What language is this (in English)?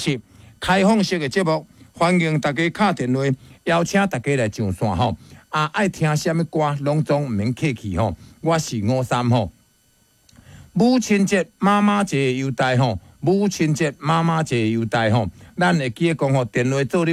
Min Nan Chinese